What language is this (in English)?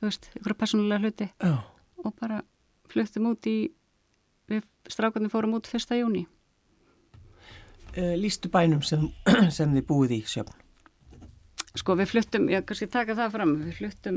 Icelandic